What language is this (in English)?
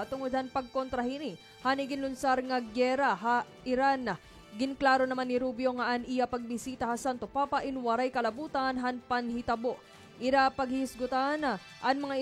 Waray